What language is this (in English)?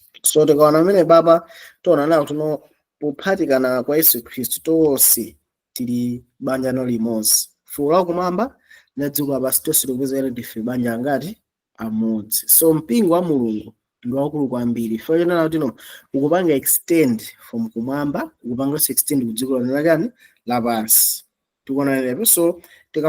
Nyanja